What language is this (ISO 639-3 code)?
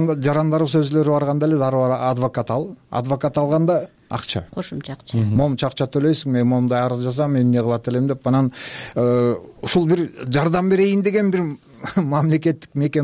kir